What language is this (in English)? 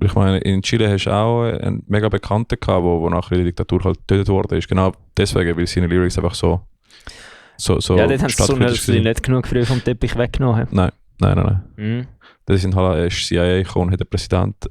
Swiss German